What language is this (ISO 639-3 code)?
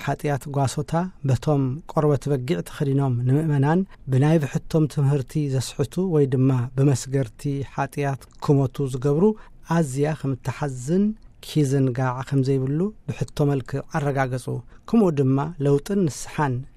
tir